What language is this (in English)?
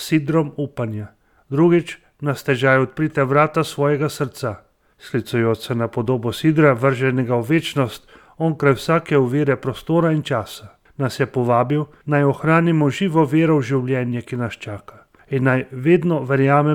Slovenian